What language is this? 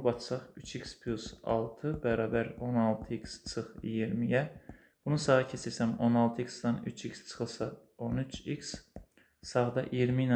Azerbaijani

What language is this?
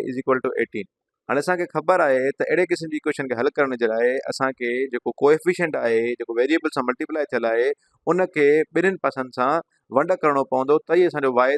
Sindhi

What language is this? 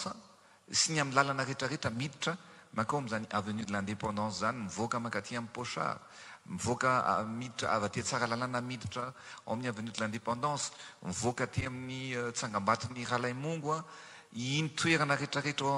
Malagasy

